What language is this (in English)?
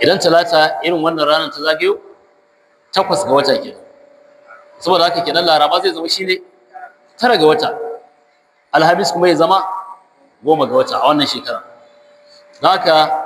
Hausa